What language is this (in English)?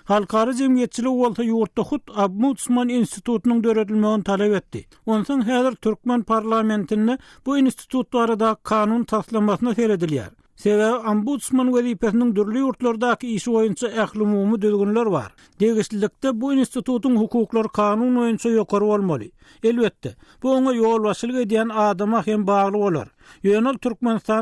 Turkmen